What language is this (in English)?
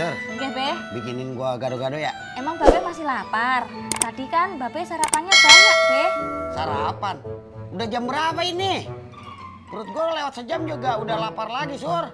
Betawi